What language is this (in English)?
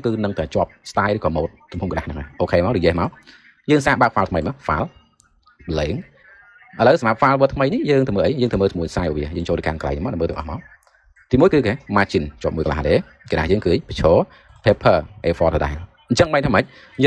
Khmer